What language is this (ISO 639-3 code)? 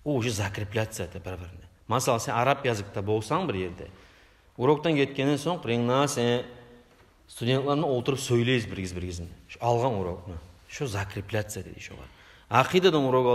kum